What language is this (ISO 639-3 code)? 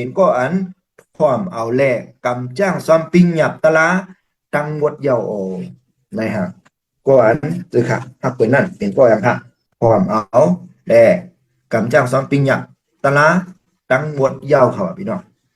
shn